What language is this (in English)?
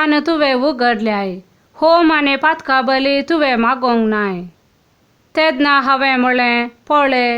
Konkani